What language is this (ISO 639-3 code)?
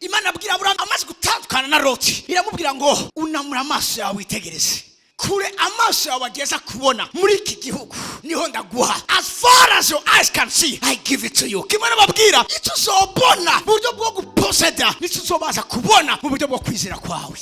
run